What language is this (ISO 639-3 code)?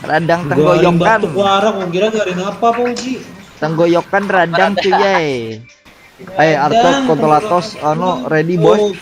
bjn